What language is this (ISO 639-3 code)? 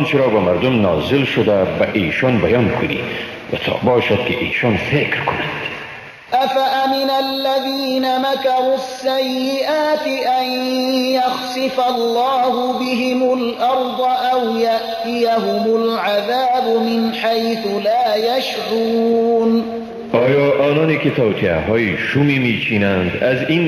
fas